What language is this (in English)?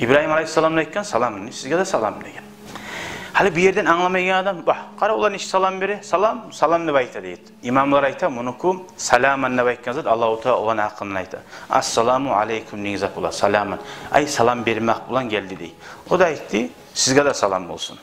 Kumyk